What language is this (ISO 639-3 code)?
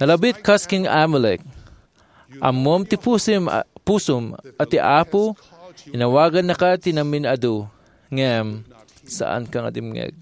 ilo